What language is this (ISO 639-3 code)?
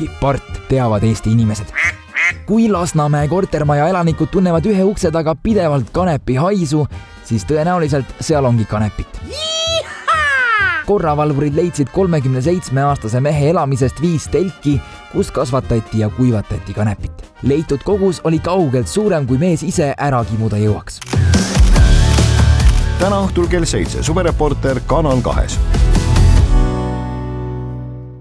est